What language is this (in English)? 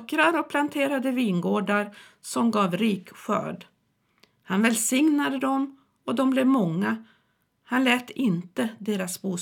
Swedish